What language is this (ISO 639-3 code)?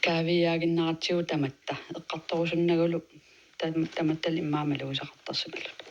kal